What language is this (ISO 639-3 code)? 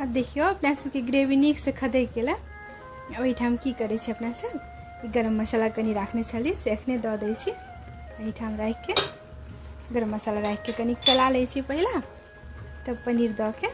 mai